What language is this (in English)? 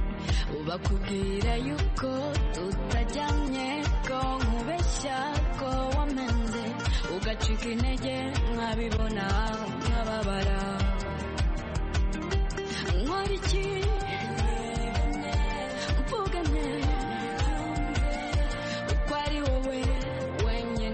Kinyarwanda